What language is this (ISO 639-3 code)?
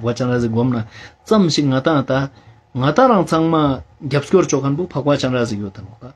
lbj